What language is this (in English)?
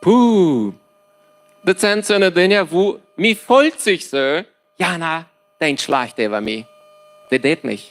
Plautdietsch